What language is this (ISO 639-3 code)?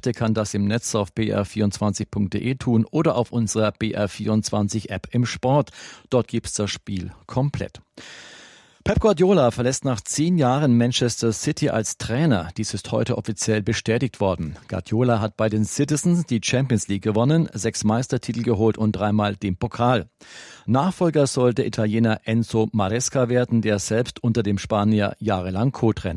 deu